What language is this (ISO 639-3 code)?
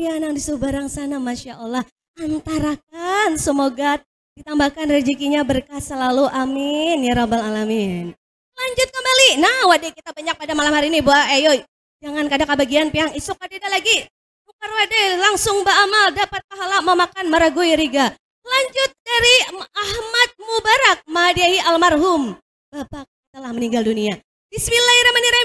bjn